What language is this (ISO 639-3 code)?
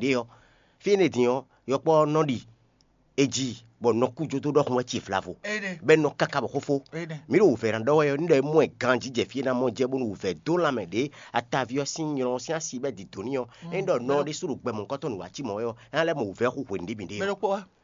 fon